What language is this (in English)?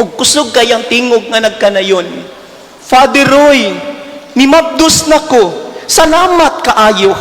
Cebuano